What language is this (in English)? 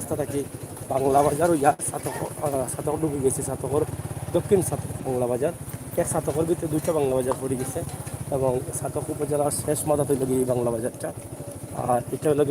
Sylheti